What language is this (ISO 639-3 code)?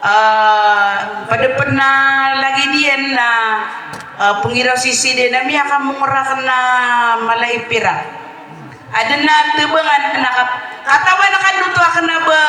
mrw